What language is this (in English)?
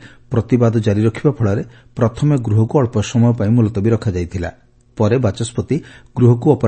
Odia